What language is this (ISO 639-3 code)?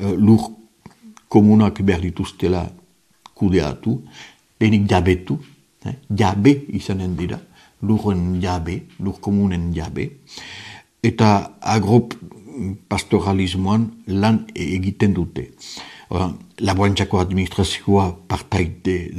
eus